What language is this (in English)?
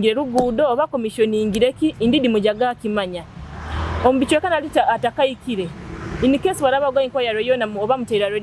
Nyoro